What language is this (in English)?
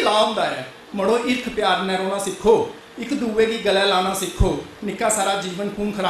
Dogri